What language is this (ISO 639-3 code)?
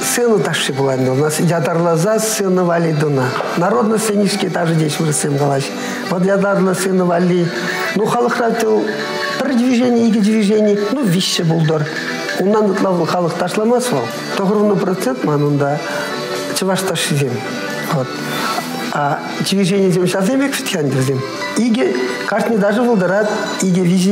chv